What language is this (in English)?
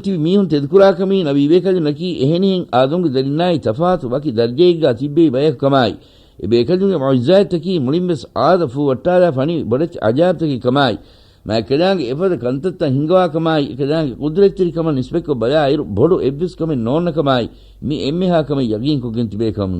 Divehi